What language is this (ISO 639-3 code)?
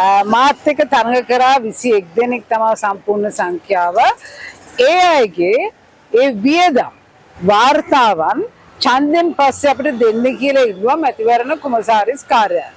sin